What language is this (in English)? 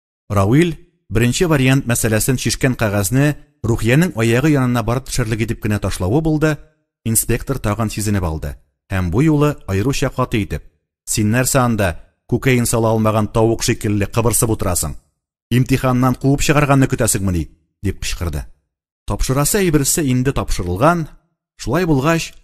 Tatar